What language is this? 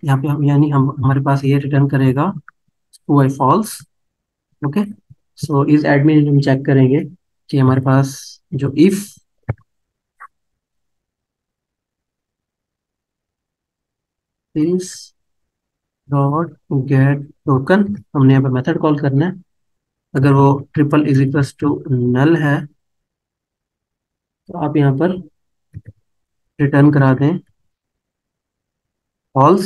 Hindi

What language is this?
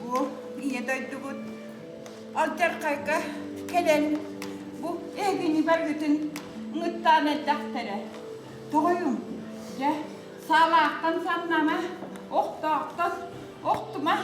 Yakut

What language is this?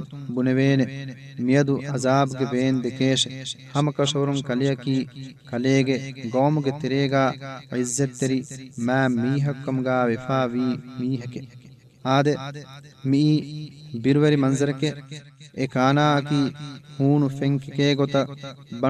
Divehi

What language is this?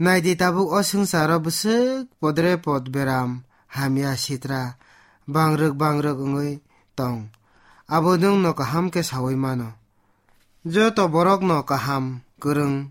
Kok Borok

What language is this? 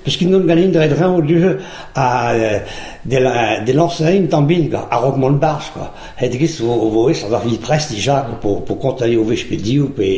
Breton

